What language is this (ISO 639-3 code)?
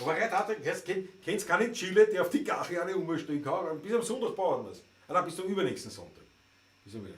bar